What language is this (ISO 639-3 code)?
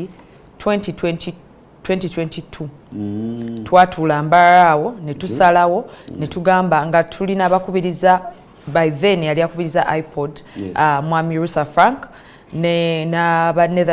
lug